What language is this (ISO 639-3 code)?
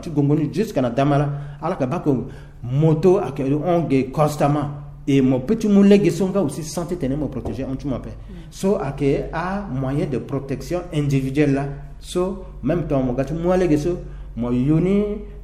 sag